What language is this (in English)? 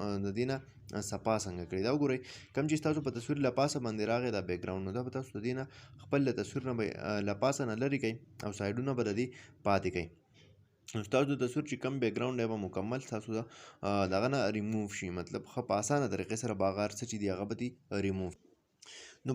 Pashto